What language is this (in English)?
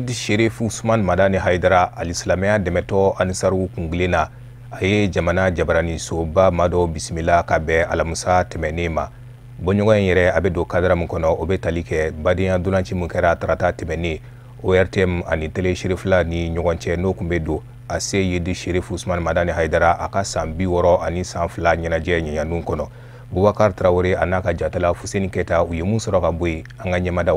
Bambara